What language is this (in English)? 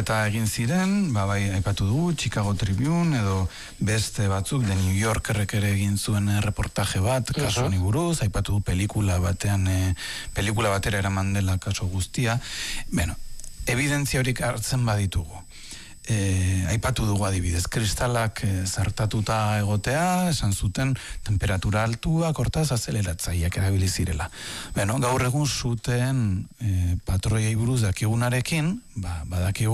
Basque